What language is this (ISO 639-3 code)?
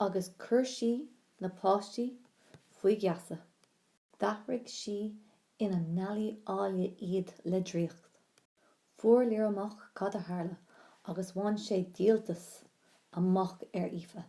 gle